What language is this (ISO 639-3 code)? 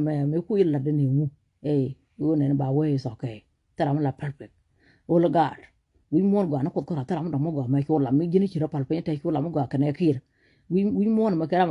nus